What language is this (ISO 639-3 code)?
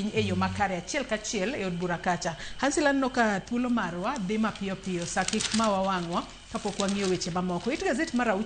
luo